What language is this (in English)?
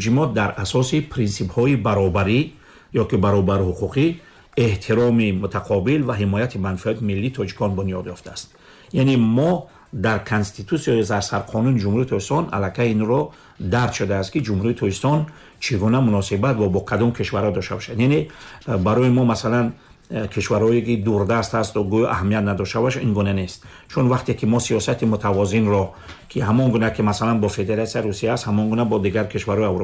Tajik